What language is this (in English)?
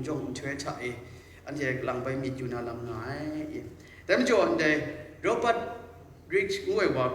Kachin